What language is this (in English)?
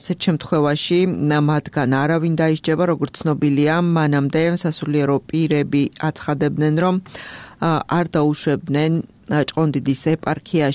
Georgian